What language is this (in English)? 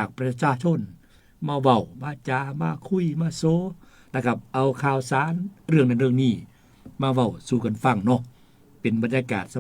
Northeastern Thai